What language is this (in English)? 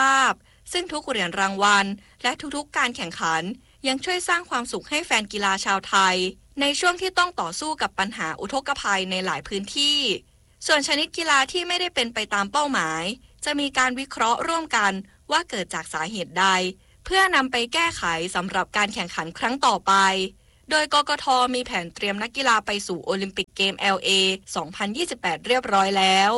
Thai